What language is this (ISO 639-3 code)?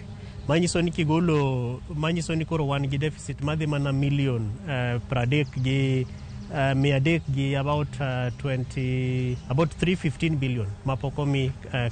luo